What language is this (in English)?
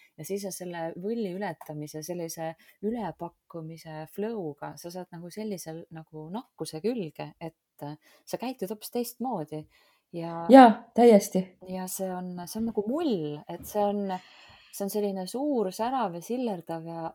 Estonian